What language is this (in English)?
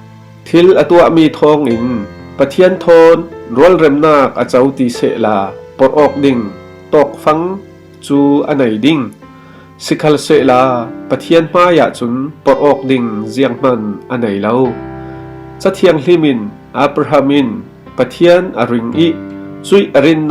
Falam Chin